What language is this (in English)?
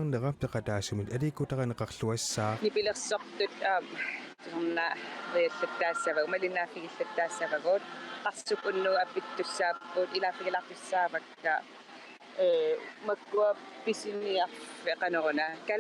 Kalaallisut